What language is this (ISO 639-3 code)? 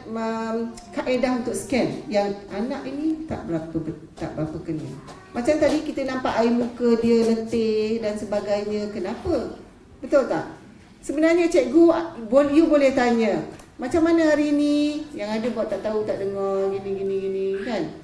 msa